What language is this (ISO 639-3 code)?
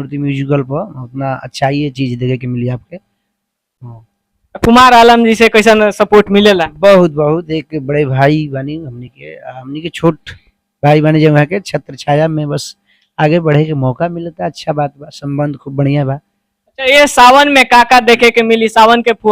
bho